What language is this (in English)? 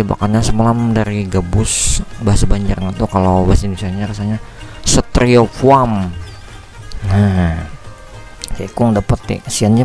Banjar